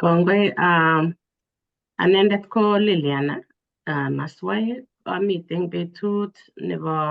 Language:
Kalenjin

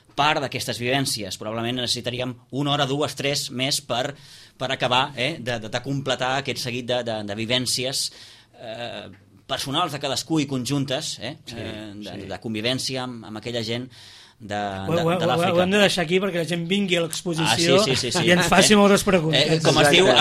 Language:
Catalan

